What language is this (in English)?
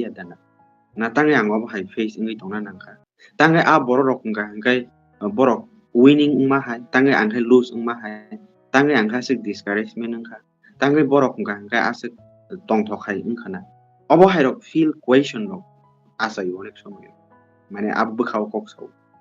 Kok Borok